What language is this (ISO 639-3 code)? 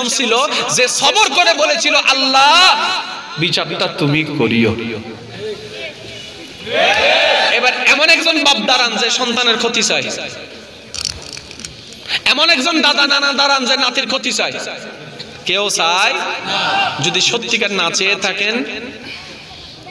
ben